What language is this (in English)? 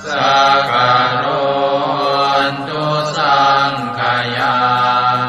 Pali